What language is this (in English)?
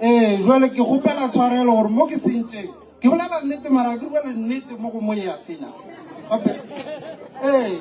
Northern Sotho